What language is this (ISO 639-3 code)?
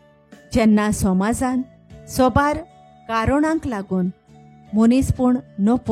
kok